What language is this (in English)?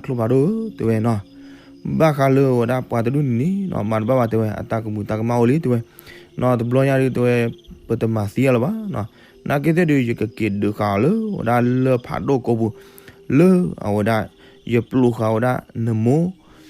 S'gaw Karen